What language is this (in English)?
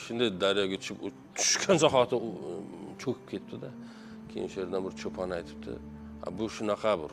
Uzbek